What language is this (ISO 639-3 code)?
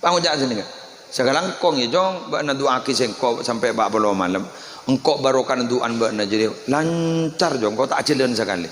mad